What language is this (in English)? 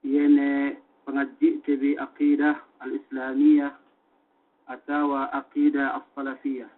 Yakan